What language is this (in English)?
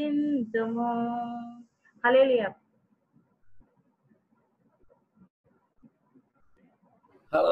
Telugu